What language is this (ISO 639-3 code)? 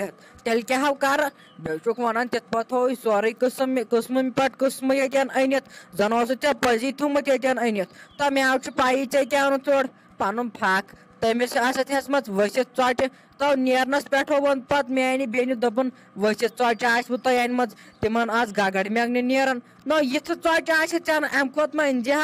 kas